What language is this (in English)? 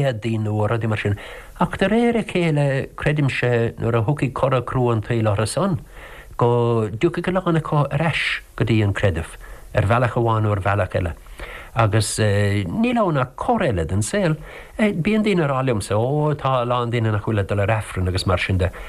Irish